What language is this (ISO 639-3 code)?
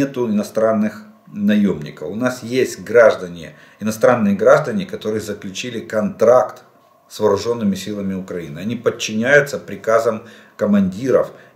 rus